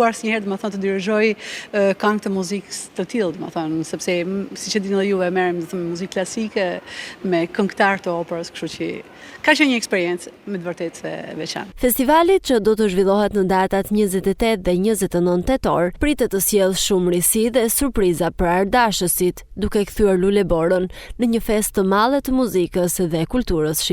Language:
Albanian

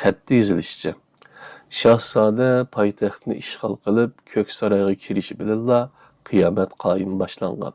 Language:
Uyghur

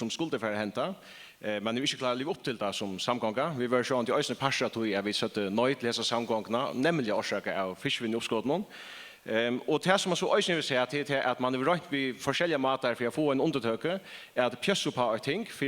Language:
Faroese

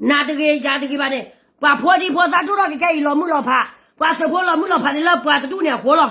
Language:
S'gaw Karen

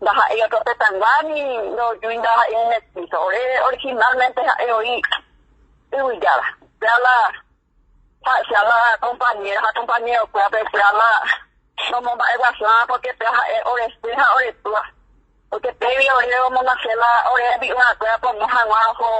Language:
Guarani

